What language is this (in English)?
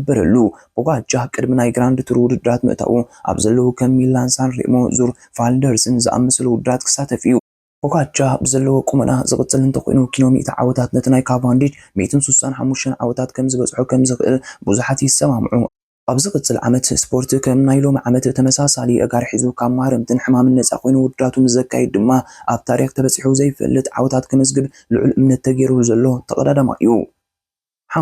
Tigrinya